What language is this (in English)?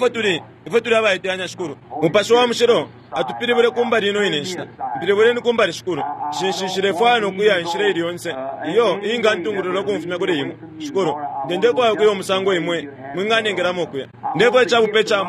Bemba